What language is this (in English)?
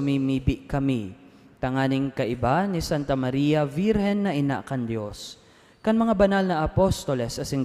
Bikol